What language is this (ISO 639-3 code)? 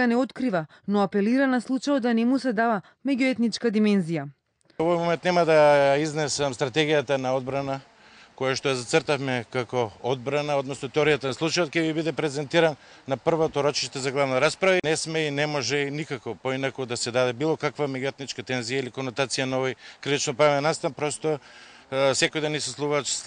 mkd